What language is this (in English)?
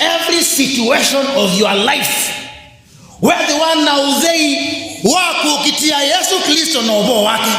Kamba